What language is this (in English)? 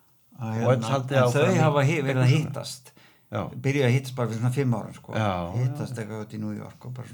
Icelandic